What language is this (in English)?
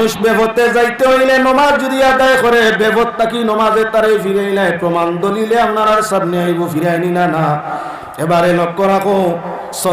Sylheti